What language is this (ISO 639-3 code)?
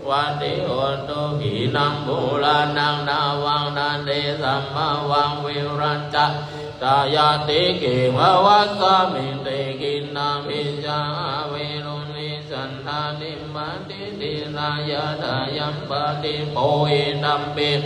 pli